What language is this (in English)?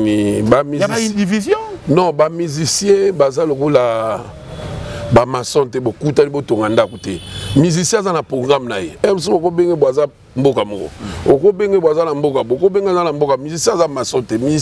Lingala